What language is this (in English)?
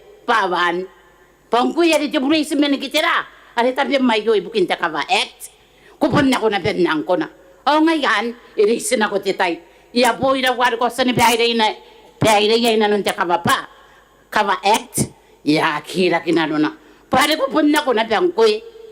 Gilbertese